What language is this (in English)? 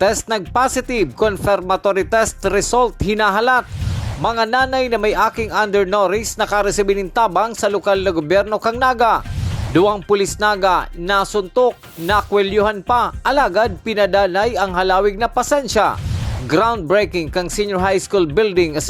Bikol